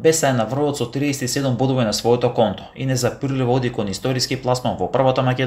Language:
Macedonian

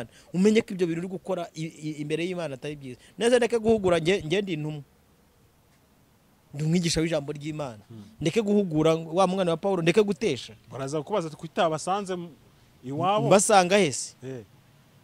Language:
Kinyarwanda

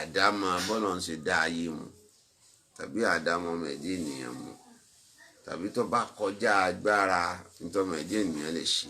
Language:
Yoruba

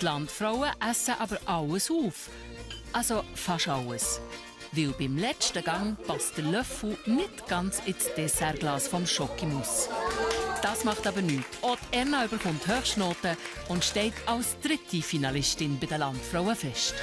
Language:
Swiss German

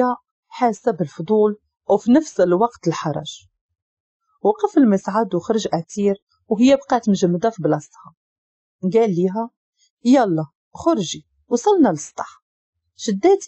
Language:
Moroccan Arabic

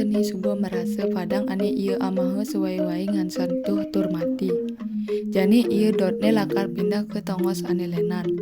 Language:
Balinese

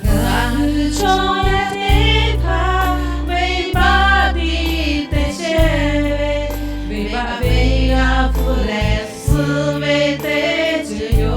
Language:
Lahu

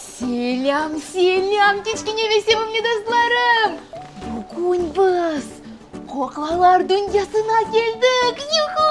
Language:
Crimean Tatar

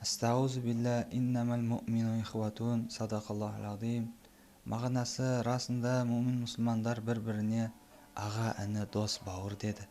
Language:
Kazakh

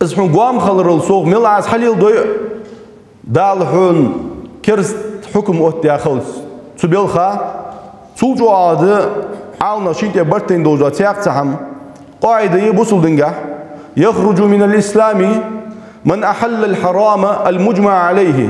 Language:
Ingush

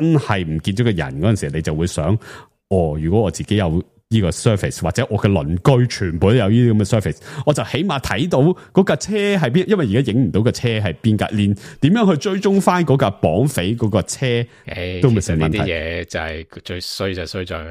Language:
Cantonese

